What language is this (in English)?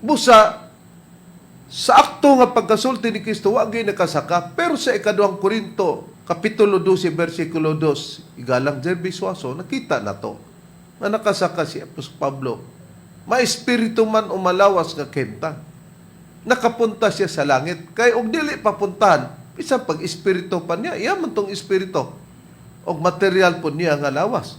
Cebuano